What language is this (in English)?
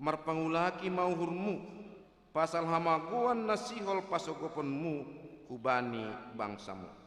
Batak Simalungun